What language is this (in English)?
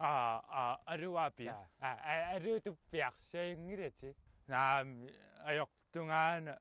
Kalaallisut